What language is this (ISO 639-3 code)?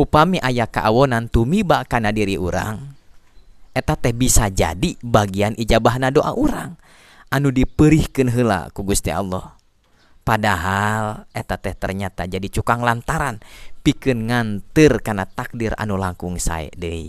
sun